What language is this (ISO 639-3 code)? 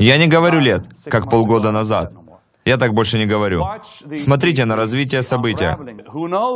rus